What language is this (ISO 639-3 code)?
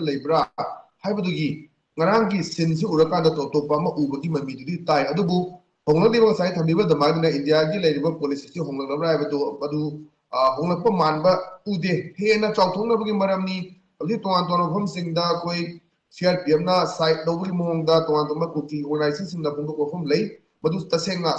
mni